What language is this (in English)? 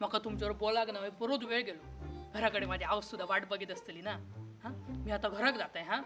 Konkani